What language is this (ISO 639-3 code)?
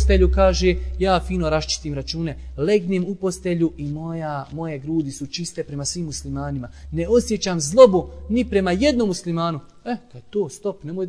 bos